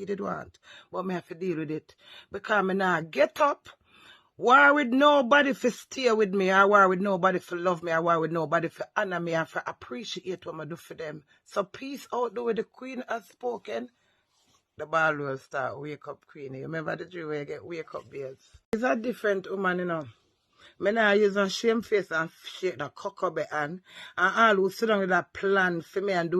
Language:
Jamaican Creole English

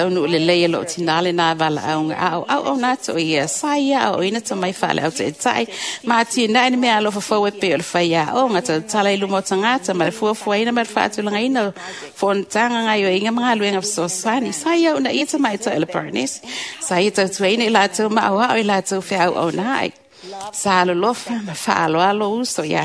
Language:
Samoan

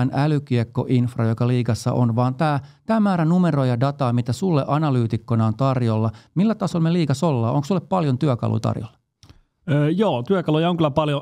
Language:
Finnish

